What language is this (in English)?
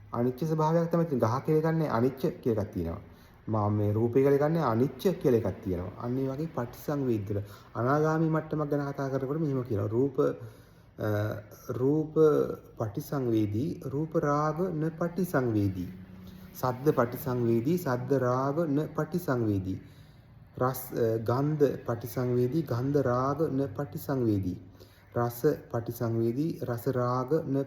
Sinhala